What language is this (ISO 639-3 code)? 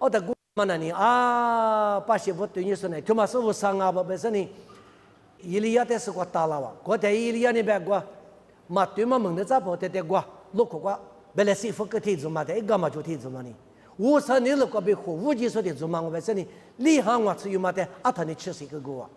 lis